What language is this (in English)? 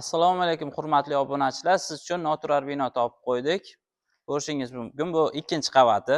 Uzbek